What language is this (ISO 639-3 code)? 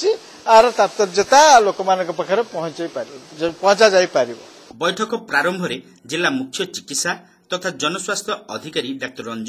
ori